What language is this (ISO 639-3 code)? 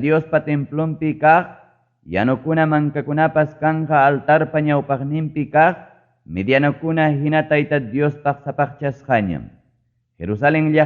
quy